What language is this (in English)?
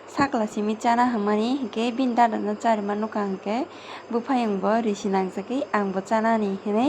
Kok Borok